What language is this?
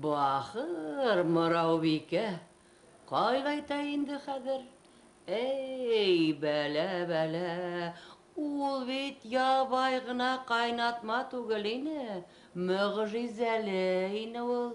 Bashkir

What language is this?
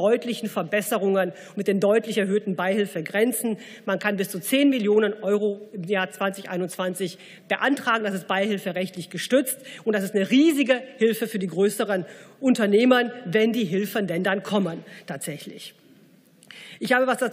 German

